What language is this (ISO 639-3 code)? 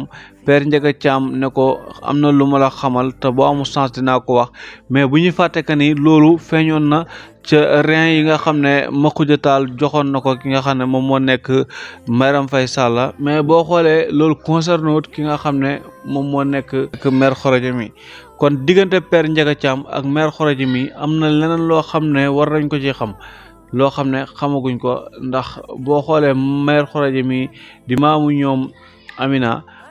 wol